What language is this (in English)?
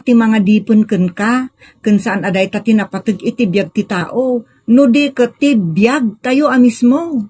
Iloko